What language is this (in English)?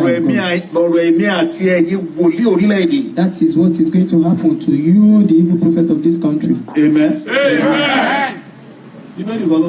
Yoruba